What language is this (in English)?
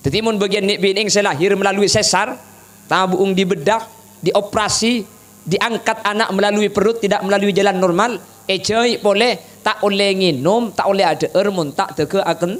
Madurese